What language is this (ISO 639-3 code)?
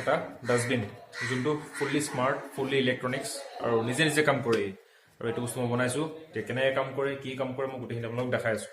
asm